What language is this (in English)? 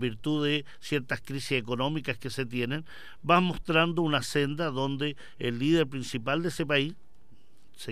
Spanish